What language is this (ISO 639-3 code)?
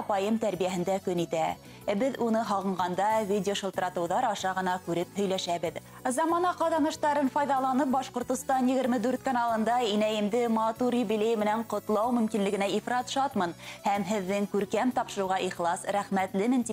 bak